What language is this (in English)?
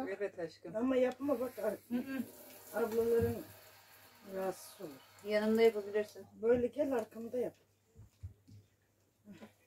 Turkish